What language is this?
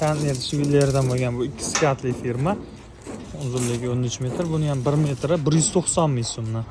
Uzbek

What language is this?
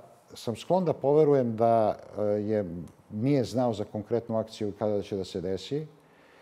Serbian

